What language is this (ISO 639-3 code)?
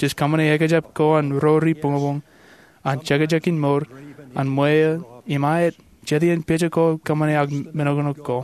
mah